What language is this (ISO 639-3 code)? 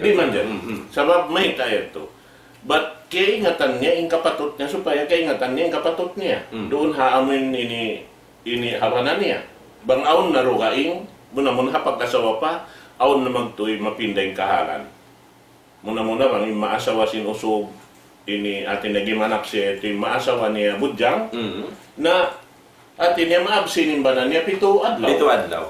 tsg